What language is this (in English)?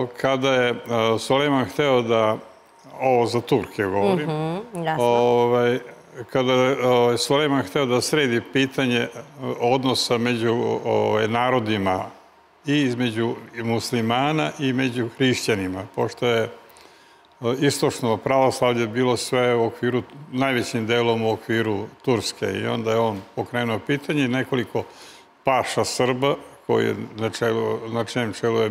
Serbian